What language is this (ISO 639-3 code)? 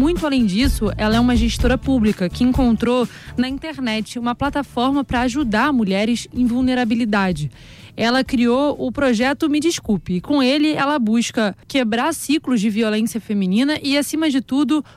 por